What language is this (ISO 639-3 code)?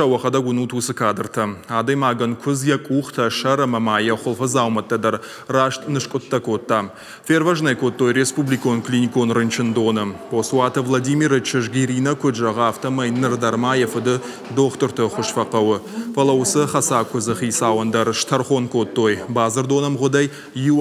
oss